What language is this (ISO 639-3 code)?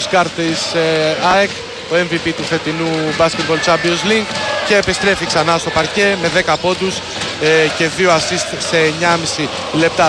ell